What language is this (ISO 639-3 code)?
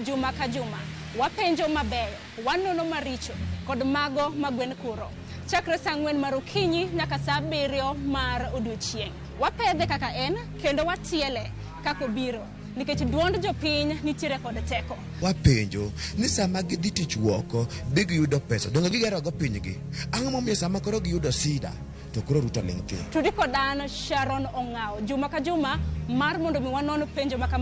luo